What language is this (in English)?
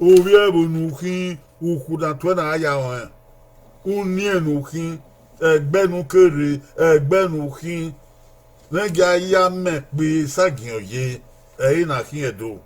Bini